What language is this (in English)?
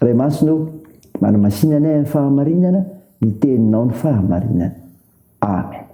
Malagasy